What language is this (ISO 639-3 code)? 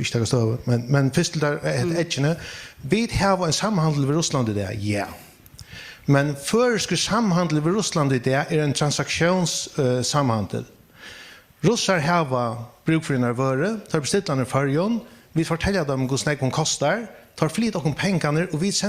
fao